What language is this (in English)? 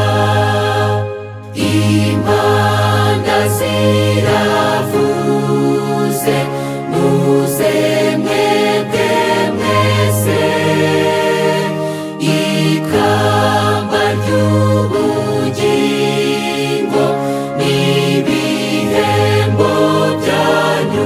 Kinyarwanda